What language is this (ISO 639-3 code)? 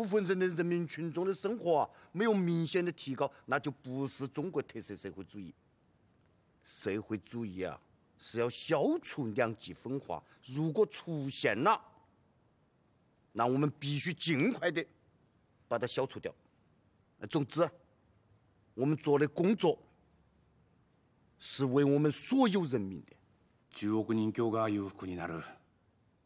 zho